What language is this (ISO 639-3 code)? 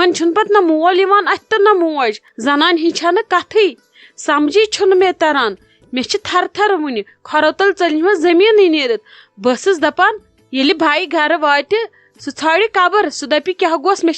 kas